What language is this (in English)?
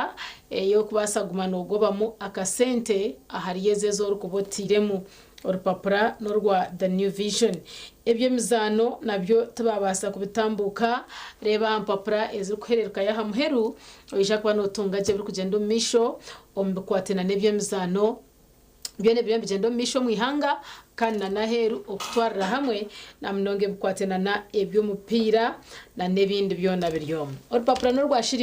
Nyankole